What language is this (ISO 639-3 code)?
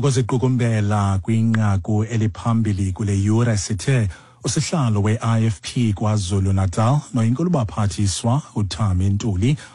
xho